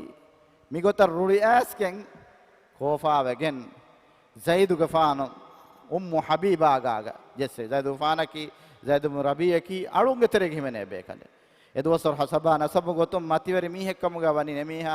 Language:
Divehi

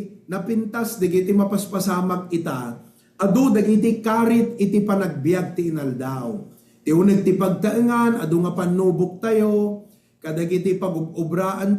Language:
Iloko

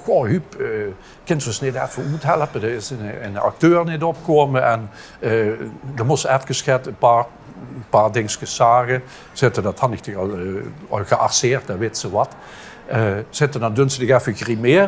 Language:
Limburgish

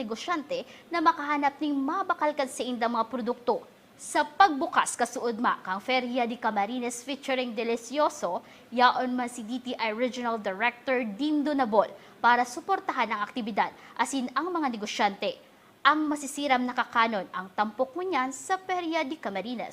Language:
Bikol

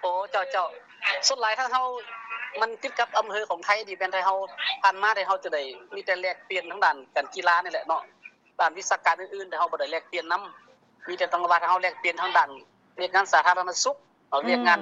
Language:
Lao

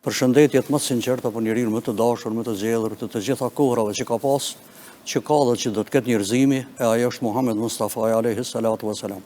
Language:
Albanian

